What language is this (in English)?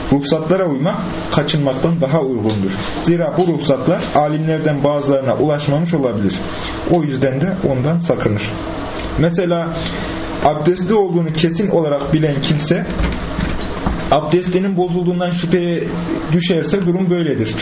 Turkish